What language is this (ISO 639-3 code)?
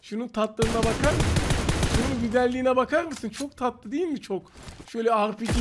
tur